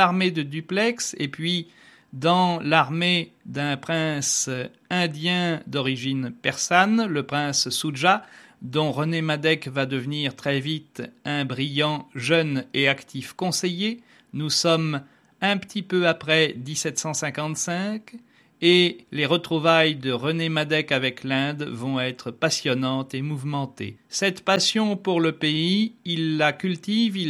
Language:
French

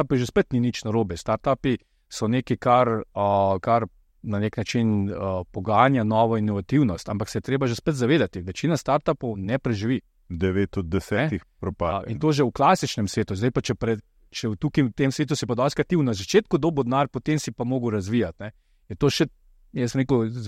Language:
Slovenian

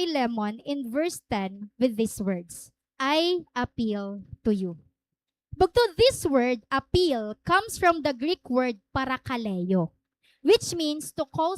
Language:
Waray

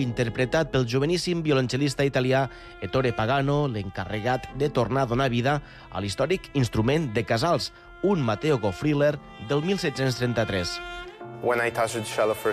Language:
Catalan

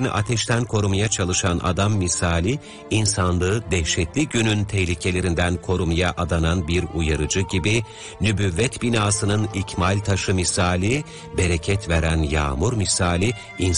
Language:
Turkish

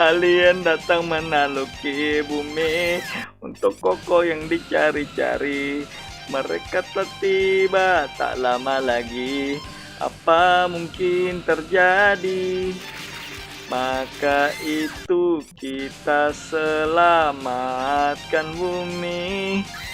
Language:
Banjar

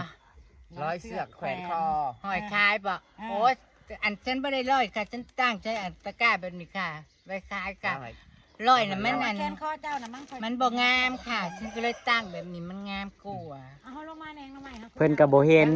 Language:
Northeastern Thai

